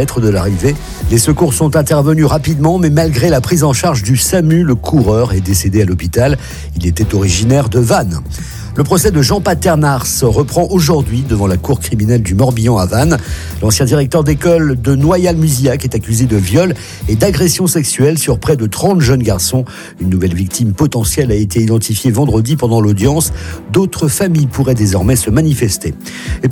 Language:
French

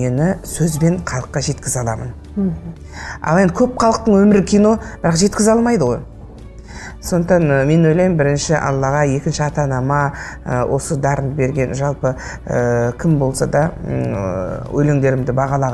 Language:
Kazakh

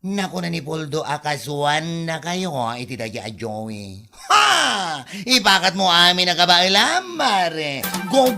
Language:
Iloko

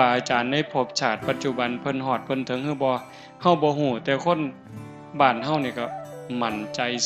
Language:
Northeastern Thai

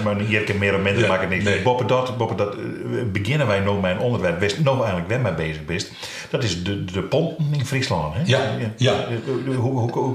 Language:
Western Frisian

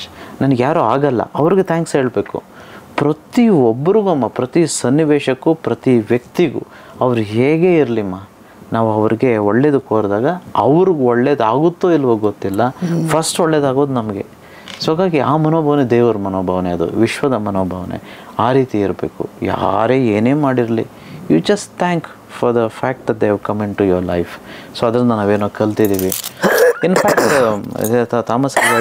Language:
Kannada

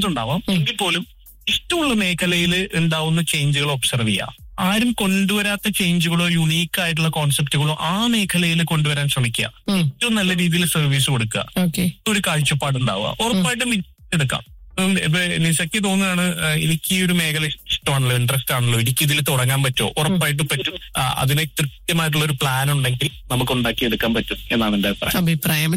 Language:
Malayalam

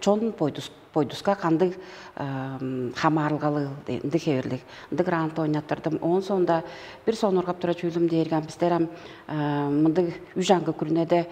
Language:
Tuvinian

